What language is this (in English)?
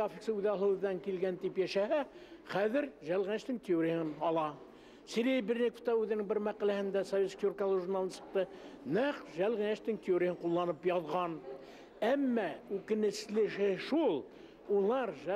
Bashkir